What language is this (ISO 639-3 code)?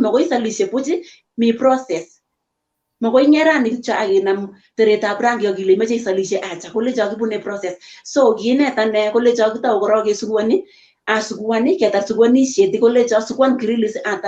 kln